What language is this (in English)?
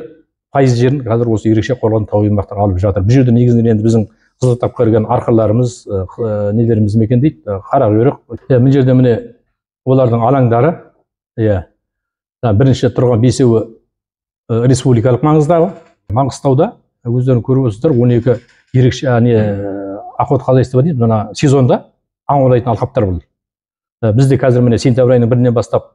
Kazakh